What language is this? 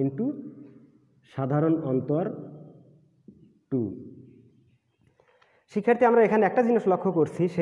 Bangla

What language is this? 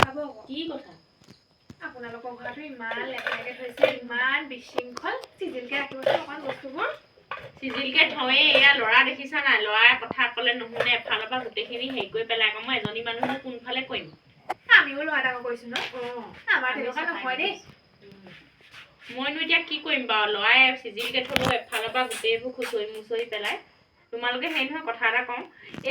Assamese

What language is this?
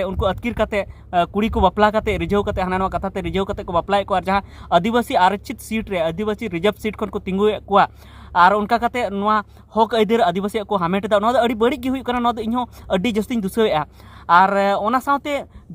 Santali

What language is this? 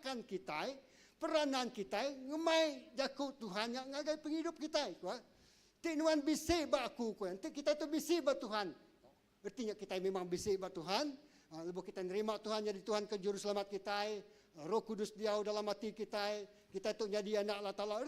Iban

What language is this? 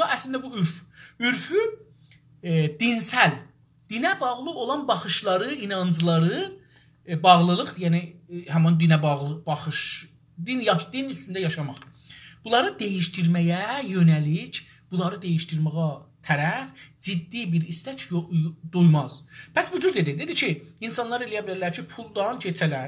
South Azerbaijani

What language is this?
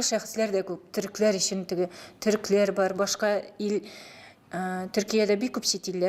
Tatar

